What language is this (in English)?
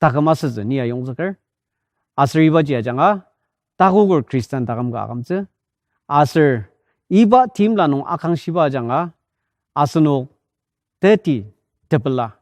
Ao Naga